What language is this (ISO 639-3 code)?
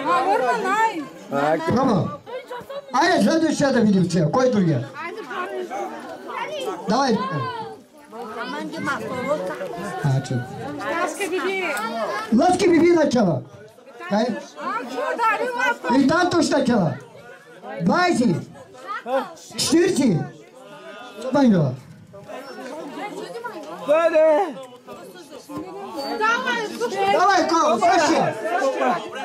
bul